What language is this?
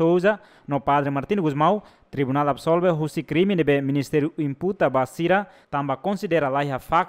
Tetum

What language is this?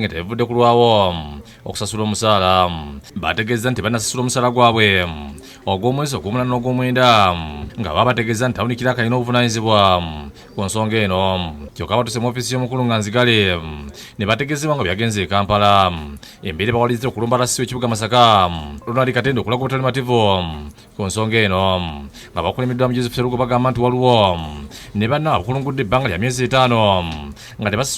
Ganda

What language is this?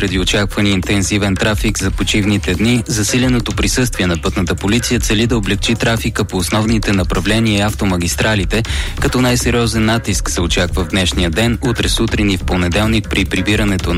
Bulgarian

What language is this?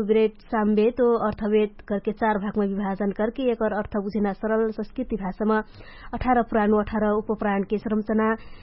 Dangaura Tharu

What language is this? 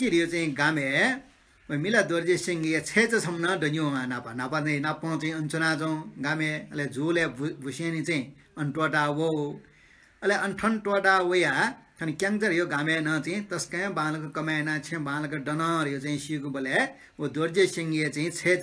Newari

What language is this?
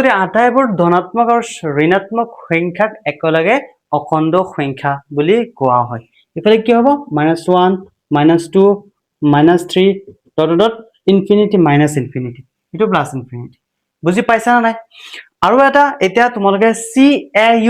Assamese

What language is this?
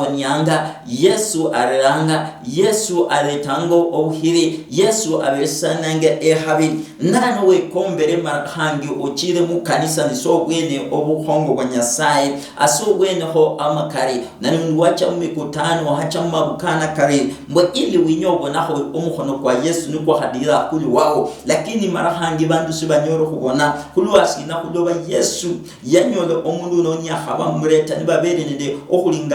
Luyia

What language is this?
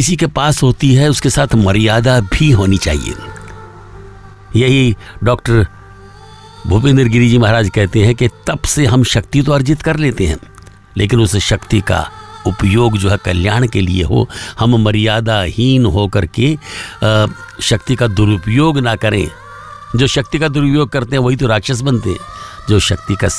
Hindi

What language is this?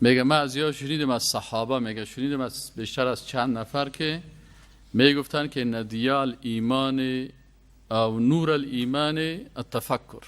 Persian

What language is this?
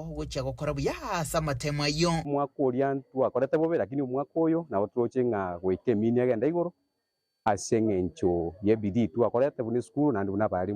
Gusii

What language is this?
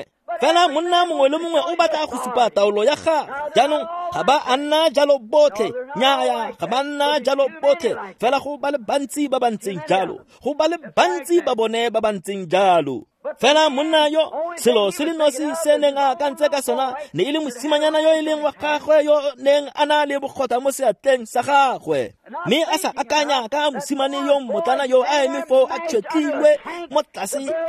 Tswana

